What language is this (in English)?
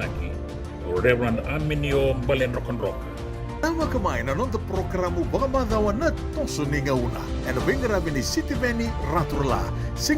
Fijian